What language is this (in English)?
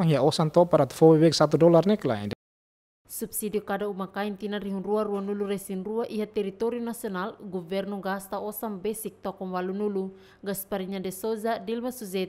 Tetum